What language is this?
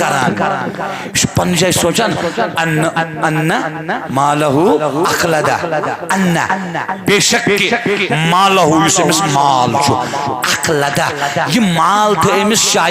Kashmiri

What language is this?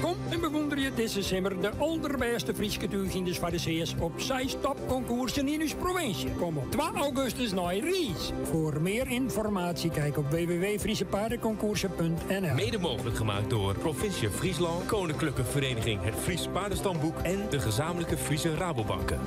Western Frisian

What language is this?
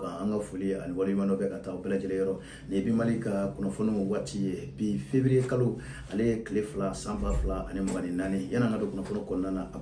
Bambara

